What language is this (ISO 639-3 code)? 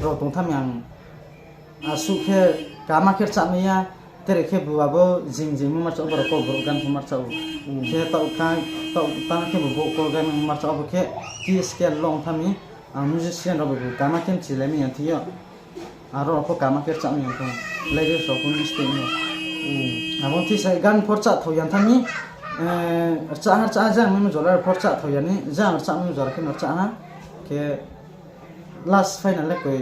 ria